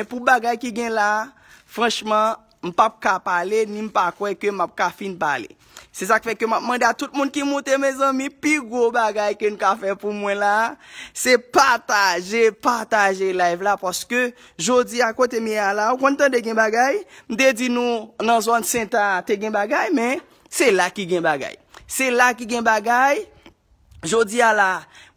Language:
Haitian Creole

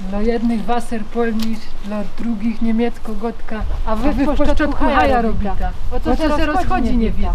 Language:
Silesian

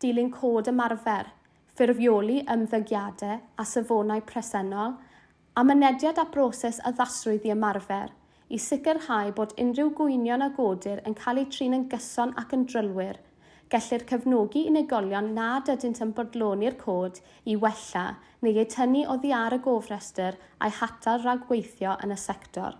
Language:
Welsh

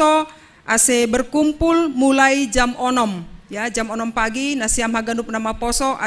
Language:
Batak Simalungun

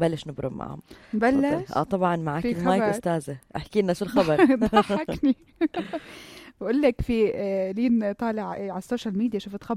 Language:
North Levantine Arabic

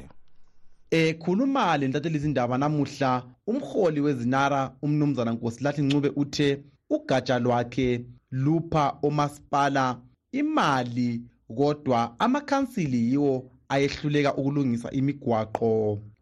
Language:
North Ndebele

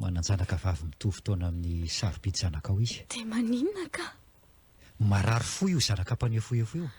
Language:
Malagasy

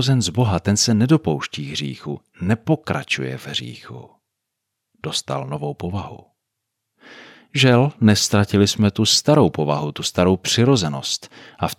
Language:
Czech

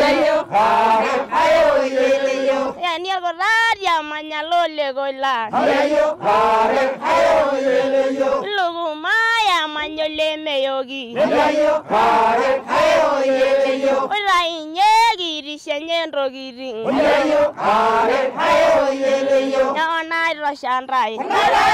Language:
Masai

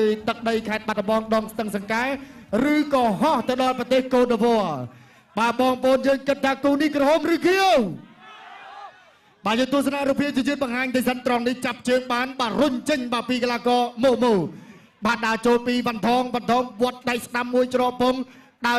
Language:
Khmer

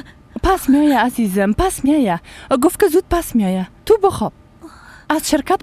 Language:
Persian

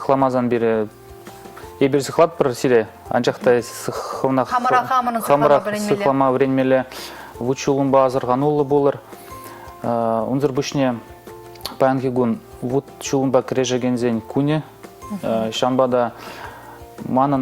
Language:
Chuvash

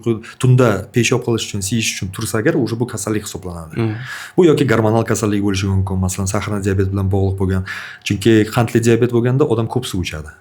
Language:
Uzbek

